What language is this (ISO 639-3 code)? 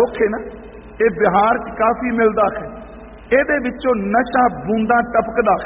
pan